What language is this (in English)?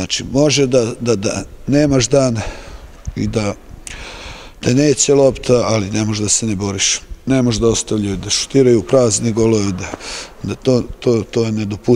Serbian